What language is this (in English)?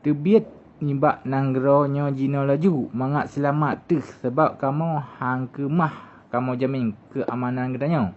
Achinese